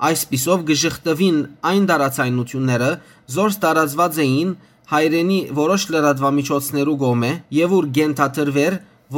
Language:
Western Armenian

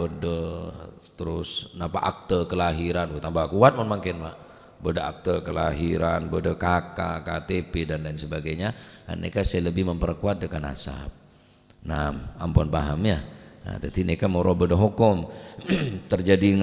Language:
Madurese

